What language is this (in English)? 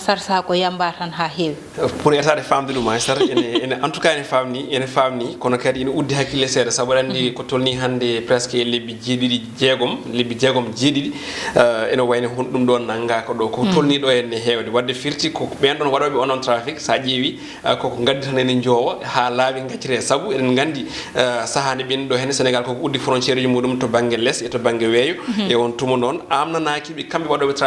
Fula